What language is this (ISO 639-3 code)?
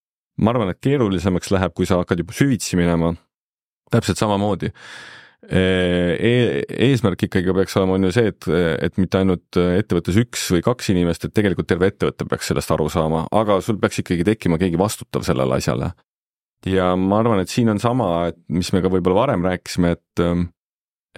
est